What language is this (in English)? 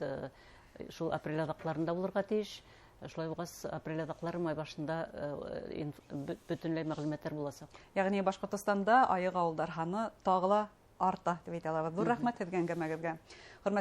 Bashkir